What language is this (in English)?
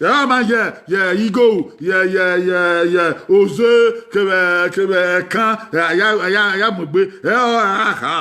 Bini